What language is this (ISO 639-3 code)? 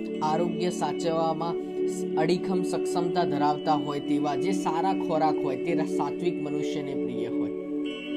guj